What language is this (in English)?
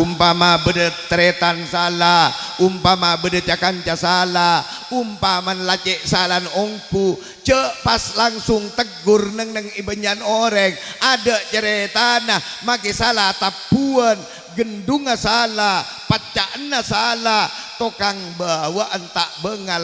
Madurese